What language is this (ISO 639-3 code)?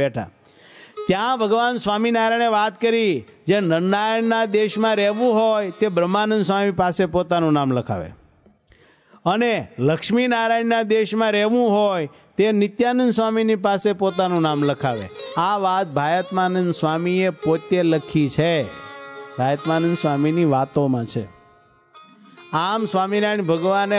guj